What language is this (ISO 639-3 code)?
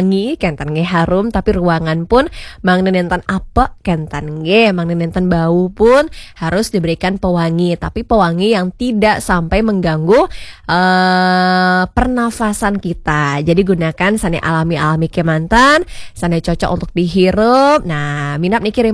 ban